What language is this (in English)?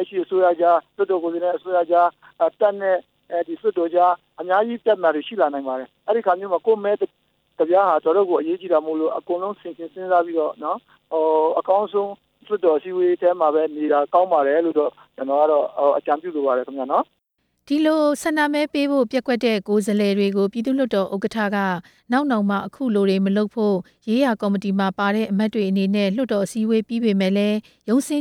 Burmese